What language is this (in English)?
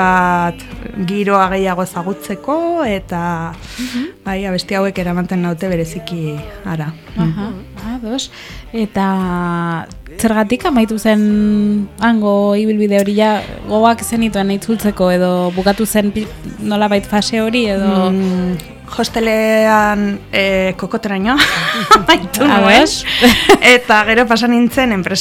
Basque